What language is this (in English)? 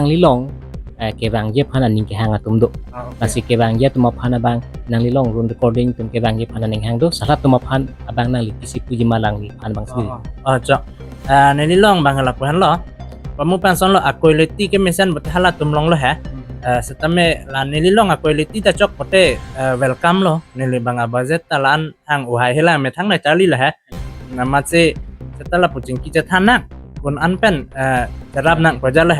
Karbi